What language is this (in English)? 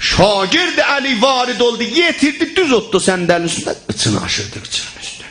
South Azerbaijani